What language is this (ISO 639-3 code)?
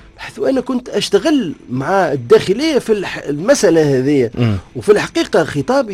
aeb